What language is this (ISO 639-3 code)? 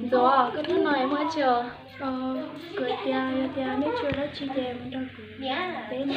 hmn